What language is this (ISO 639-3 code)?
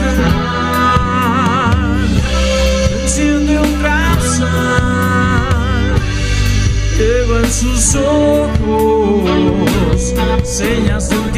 spa